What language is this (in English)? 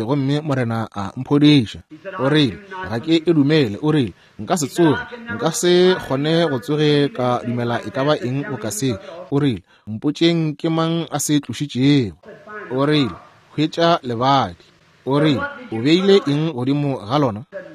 Northern Sotho